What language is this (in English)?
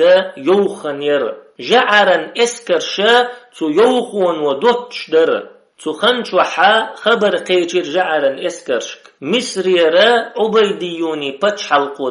Chechen